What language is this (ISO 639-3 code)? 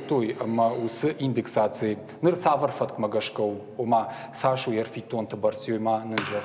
oss